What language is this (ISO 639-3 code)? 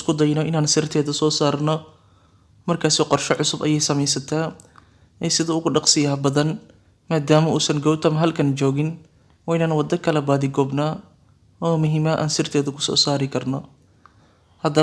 som